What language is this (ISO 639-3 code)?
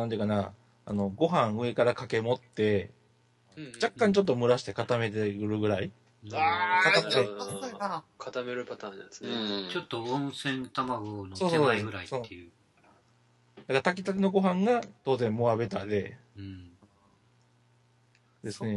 jpn